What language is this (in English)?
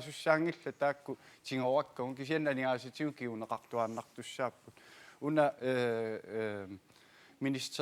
Kalaallisut